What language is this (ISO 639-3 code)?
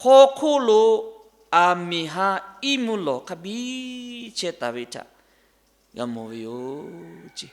lhu